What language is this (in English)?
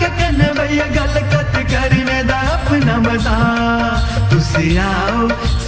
Dogri